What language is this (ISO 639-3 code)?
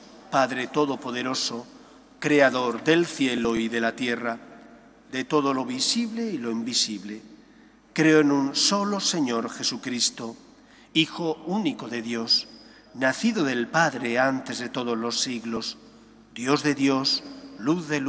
spa